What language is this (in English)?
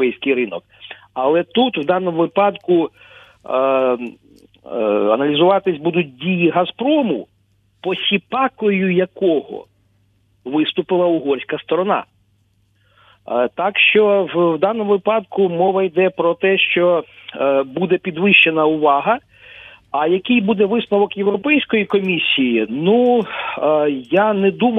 Ukrainian